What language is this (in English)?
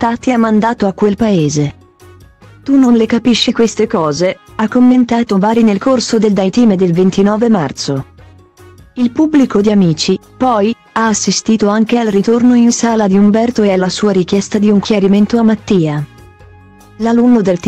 Italian